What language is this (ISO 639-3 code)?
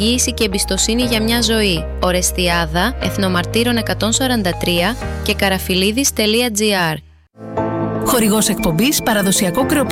ell